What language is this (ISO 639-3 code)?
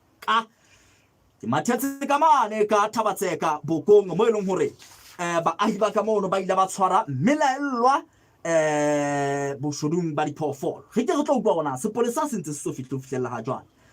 sot